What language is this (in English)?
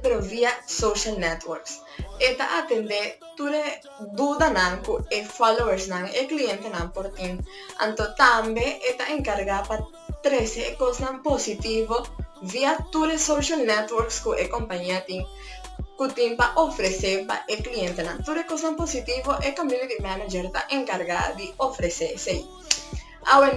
Papiamento